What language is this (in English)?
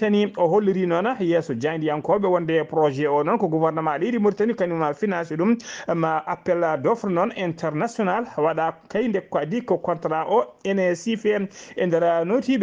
Fula